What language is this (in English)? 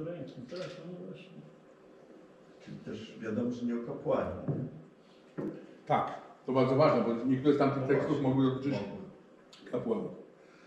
Polish